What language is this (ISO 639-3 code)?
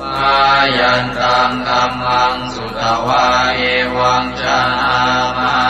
pli